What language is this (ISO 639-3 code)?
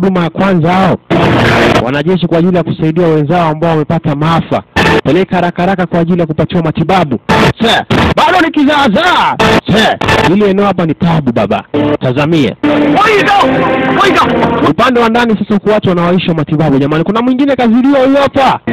swa